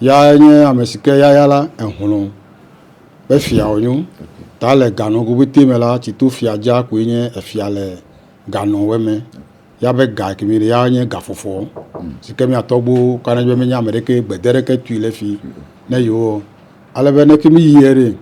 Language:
Ewe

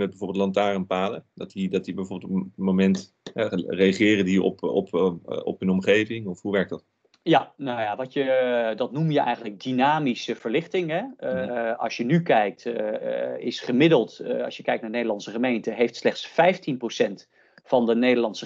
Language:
Dutch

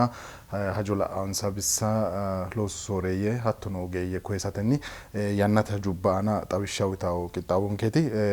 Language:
Sidamo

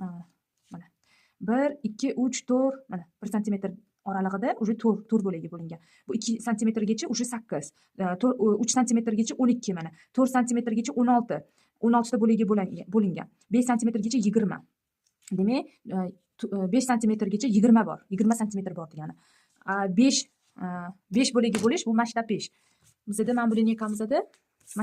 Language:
Uzbek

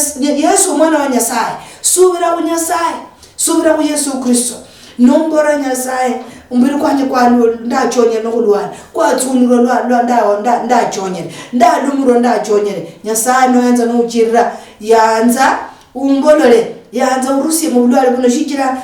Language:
Luyia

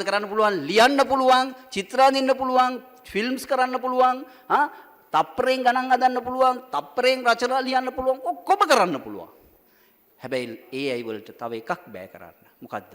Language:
Sinhala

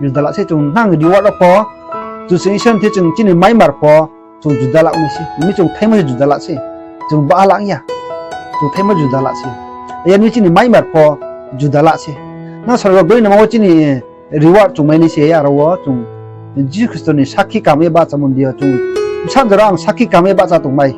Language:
Riang (India)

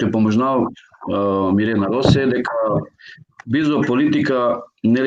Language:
Balkan Romani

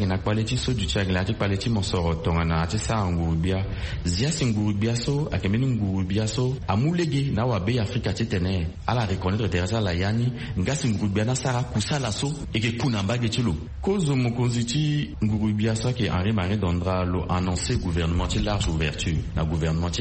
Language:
Sango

